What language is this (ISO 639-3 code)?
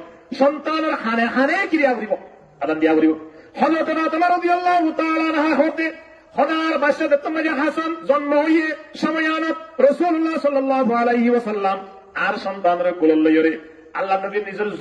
rhg